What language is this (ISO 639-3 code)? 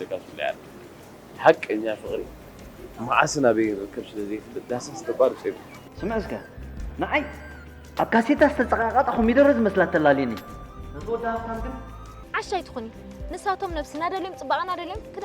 tir